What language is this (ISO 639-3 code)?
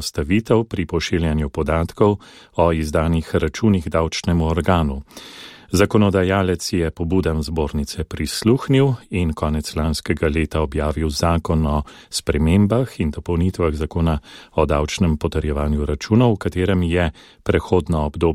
slv